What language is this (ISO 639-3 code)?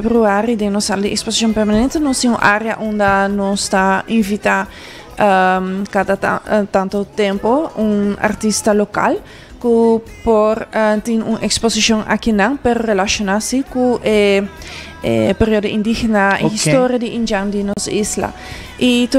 pap